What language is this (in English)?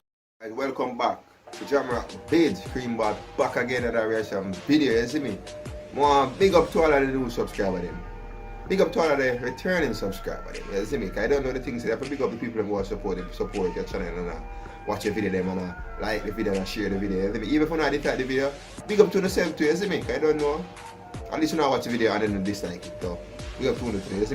Jamaican Creole English